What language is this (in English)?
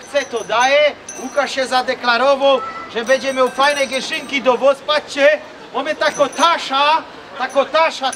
Silesian